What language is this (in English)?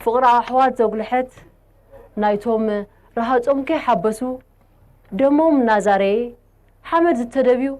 Tigrinya